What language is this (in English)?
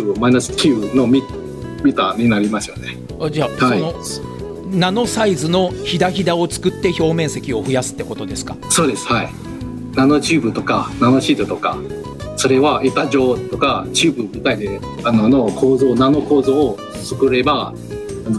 Japanese